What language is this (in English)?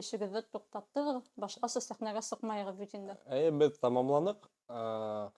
Bashkir